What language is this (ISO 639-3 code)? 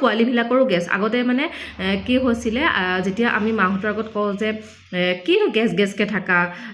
asm